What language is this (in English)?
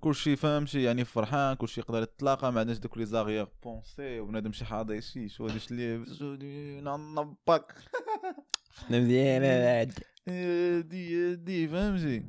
Moroccan Arabic